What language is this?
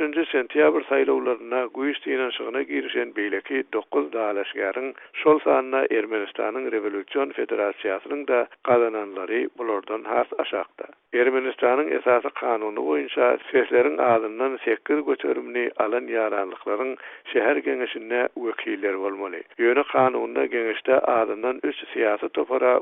Turkmen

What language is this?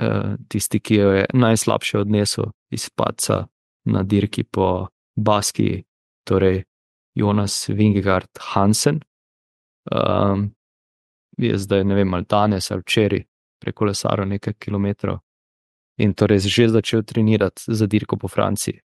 Slovenian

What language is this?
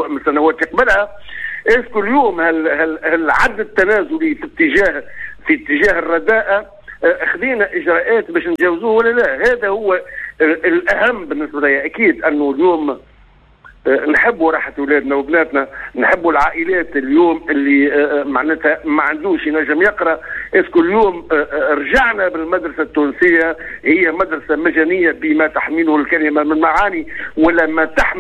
Tunisian Arabic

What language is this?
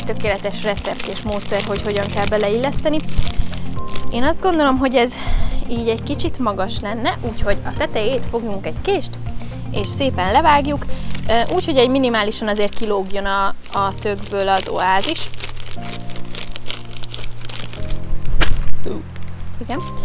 Hungarian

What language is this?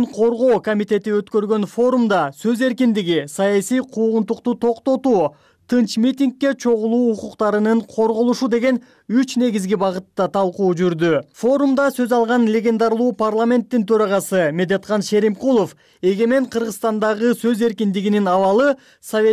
Kyrgyz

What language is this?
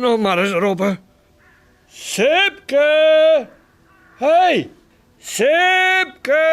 Western Frisian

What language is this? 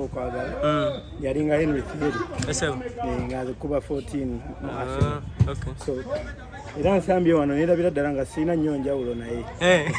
Ganda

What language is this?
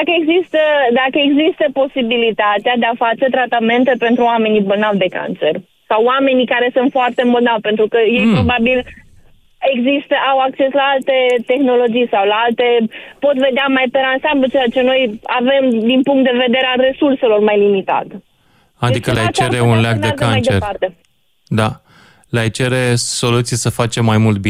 Romanian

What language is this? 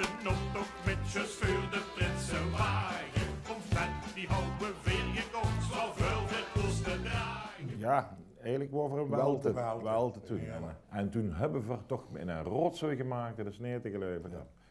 Limburgish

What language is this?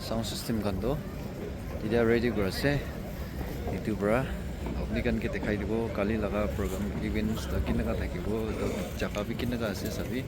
Naga Pidgin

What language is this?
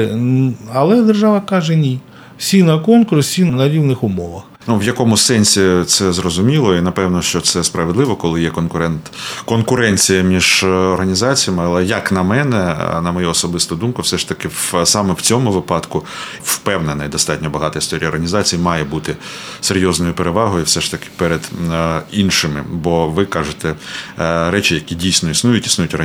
Ukrainian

